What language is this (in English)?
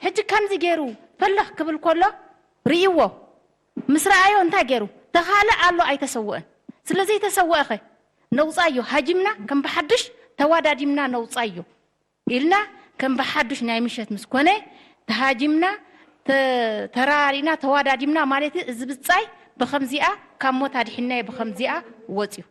Tigrinya